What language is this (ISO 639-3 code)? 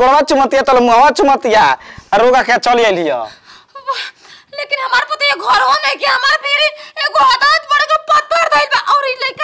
bho